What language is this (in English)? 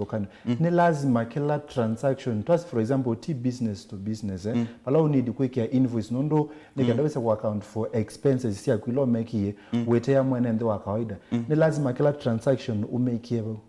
Kamba